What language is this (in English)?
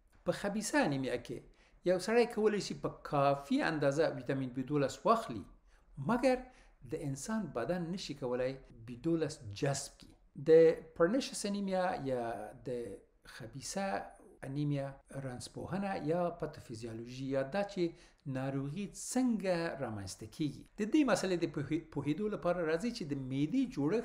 Pashto